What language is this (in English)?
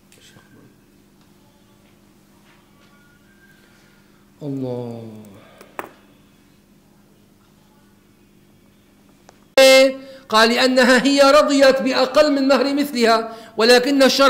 Arabic